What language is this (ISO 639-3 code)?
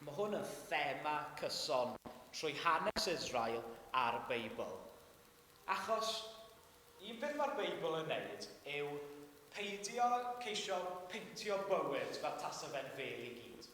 cym